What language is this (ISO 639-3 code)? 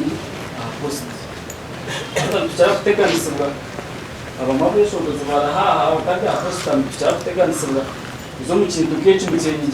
nyn